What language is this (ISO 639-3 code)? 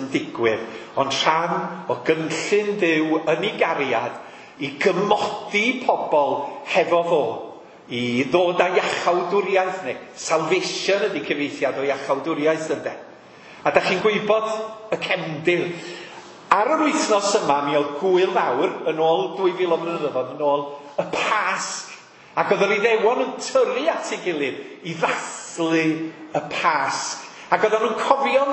cym